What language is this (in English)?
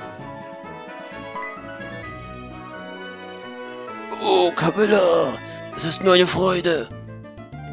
German